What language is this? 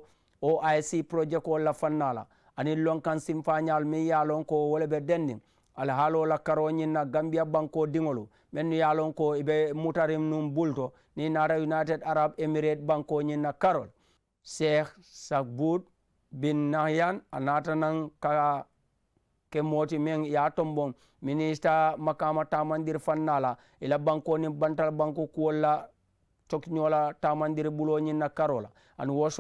Mandingo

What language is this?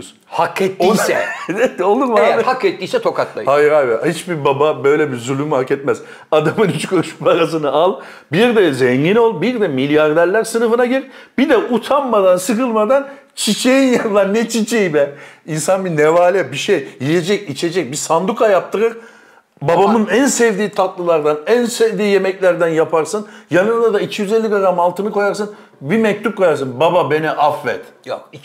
Turkish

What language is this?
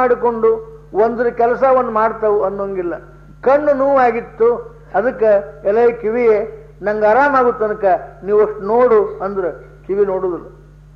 Kannada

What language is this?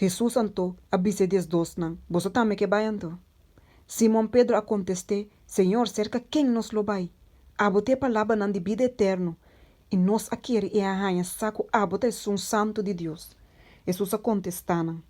Papiamento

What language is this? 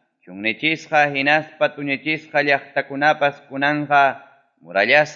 Ayacucho Quechua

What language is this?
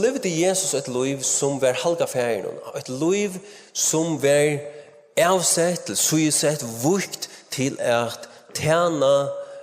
Faroese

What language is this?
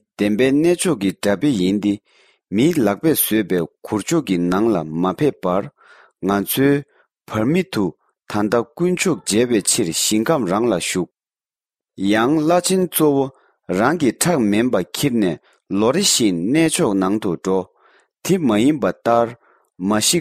Tibetan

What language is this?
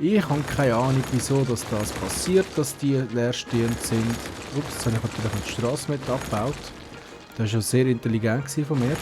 Swiss German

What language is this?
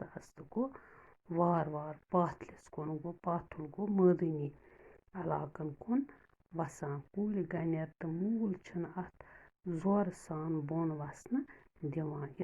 Kashmiri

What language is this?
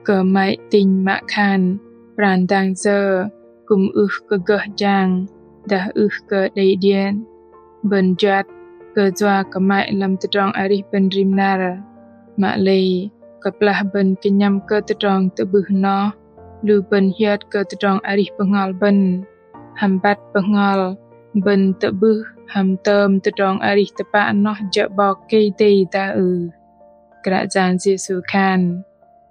Bahnar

